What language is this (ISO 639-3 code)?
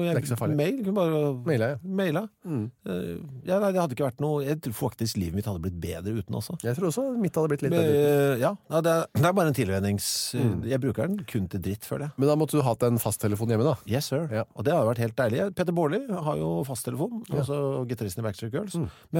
nor